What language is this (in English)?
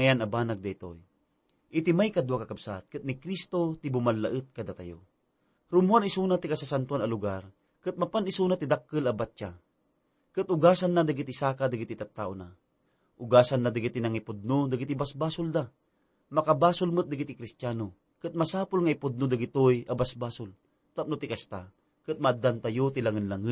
Iloko